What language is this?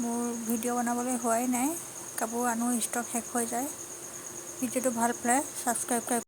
Assamese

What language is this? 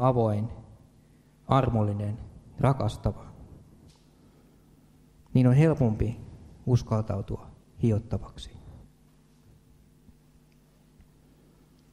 Finnish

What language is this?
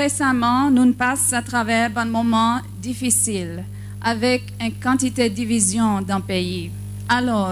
Seselwa Creole French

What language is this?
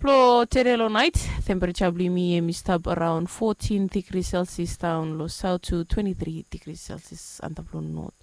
Bislama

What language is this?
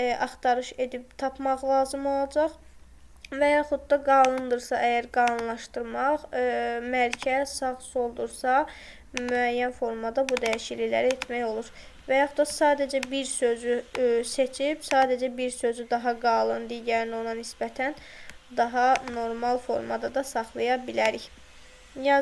Azerbaijani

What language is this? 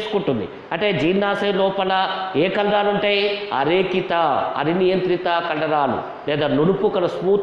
Telugu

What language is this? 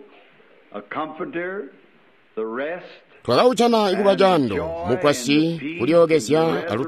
Tonga (Zambia)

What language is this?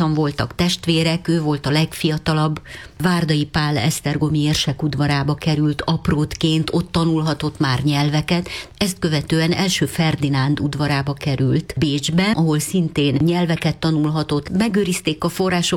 Hungarian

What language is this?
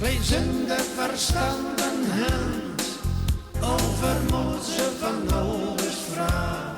Gronings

